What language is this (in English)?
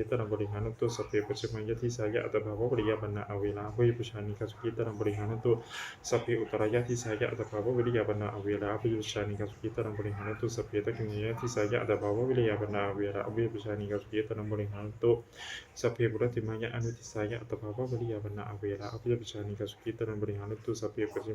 Pali